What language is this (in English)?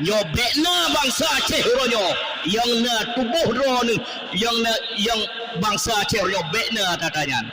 Achinese